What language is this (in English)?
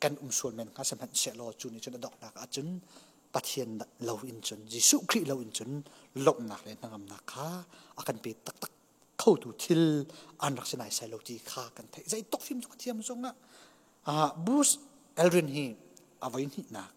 Hakha Chin